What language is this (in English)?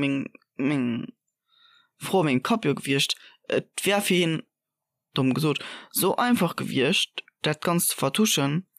Luxembourgish